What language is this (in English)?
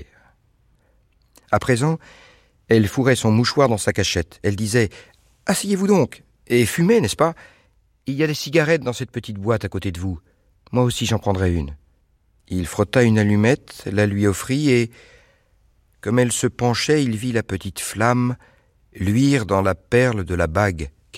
French